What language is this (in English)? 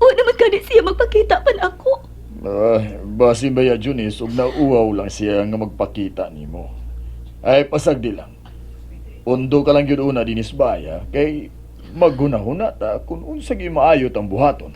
Cebuano